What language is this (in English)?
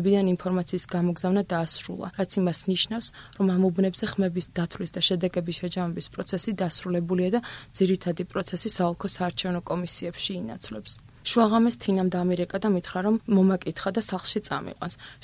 Georgian